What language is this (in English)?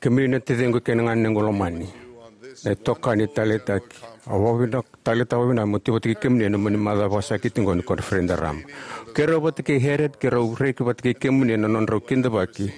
Fijian